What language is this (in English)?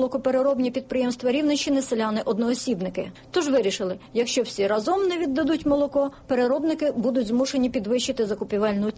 Ukrainian